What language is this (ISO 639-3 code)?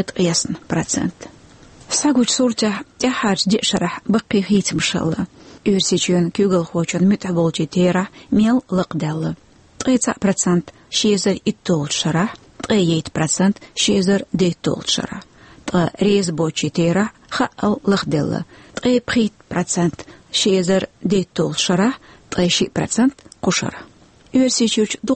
che